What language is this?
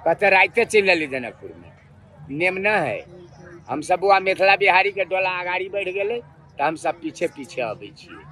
Maithili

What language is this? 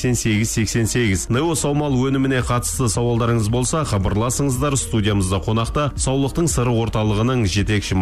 Kazakh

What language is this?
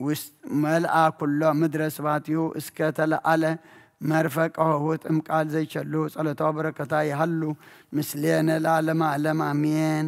Geez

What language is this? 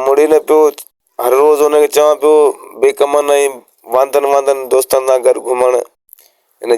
Sindhi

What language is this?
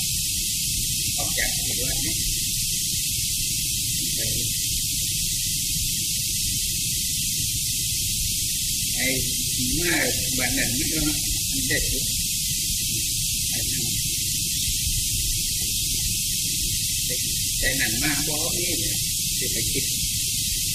Thai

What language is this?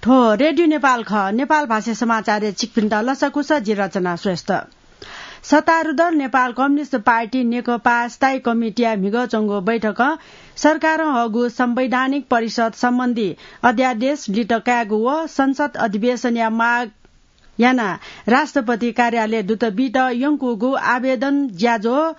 Newari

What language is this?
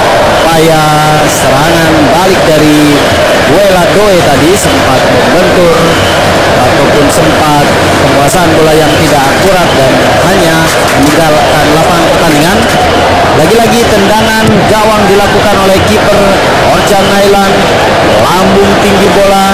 Indonesian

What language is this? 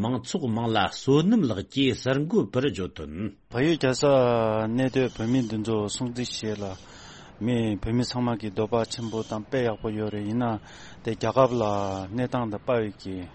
Tibetan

